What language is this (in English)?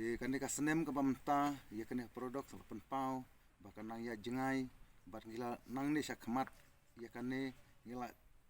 Khasi